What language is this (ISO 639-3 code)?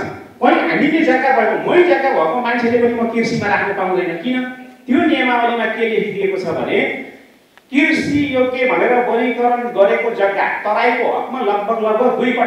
nep